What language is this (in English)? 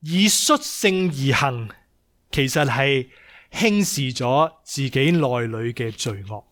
Cantonese